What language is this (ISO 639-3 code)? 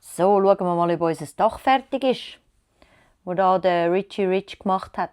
gsw